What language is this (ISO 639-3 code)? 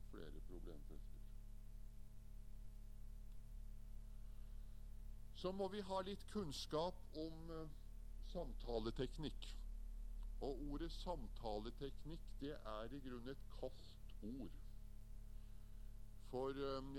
nor